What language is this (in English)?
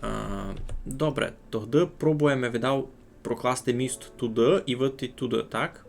Rusyn